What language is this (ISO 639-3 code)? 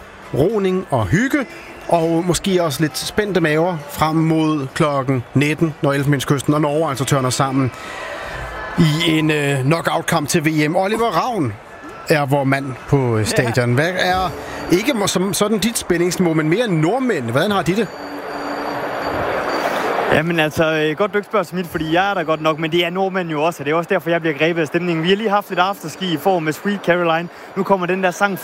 dan